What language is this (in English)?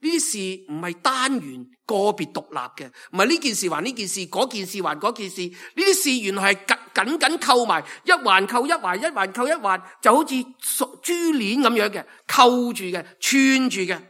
Cantonese